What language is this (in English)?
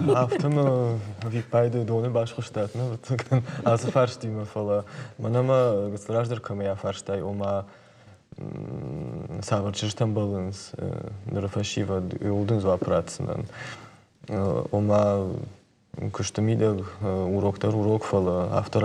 Ossetic